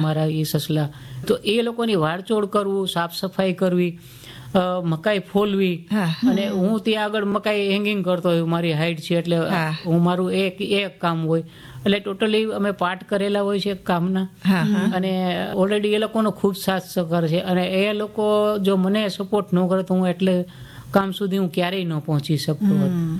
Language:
Gujarati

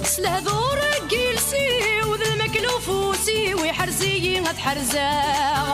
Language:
Kabyle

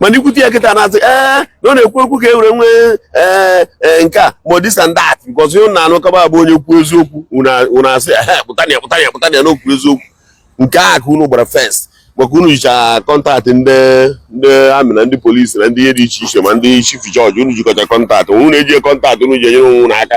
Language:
Igbo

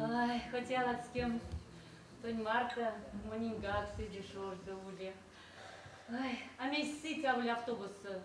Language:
Erzya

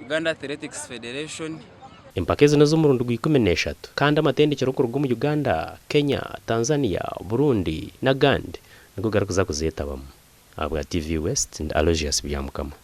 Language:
Nyankole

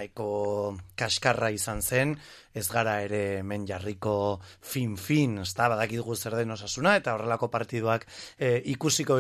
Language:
Basque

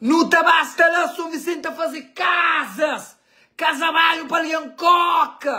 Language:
Kabuverdianu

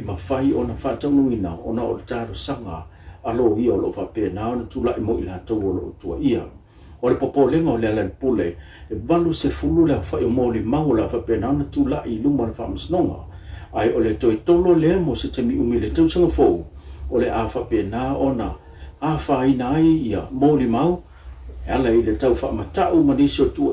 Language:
Samoan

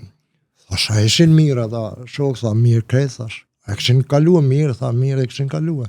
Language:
Albanian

